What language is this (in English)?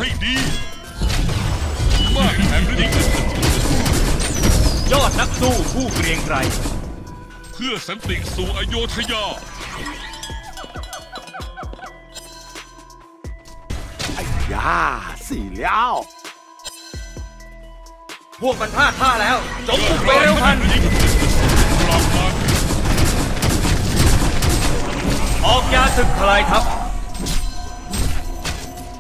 Thai